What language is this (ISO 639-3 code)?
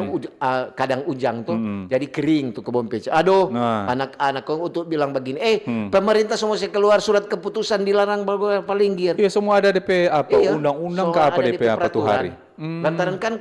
xmm